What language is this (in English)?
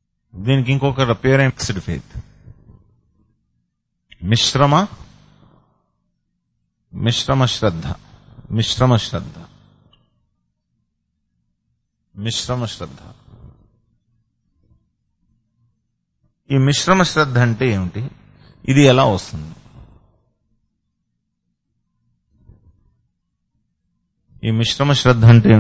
Telugu